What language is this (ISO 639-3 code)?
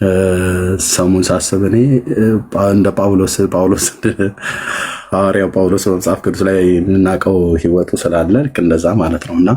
amh